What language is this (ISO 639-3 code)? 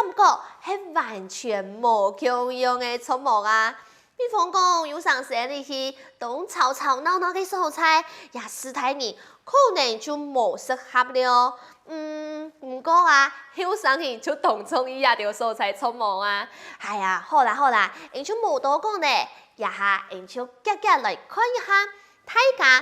hak